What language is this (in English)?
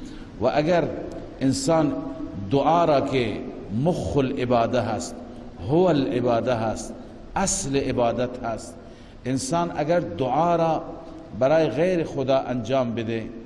Persian